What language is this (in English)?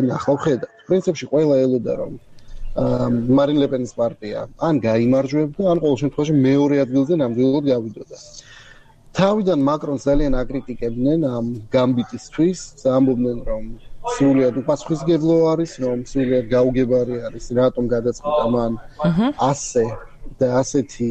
Georgian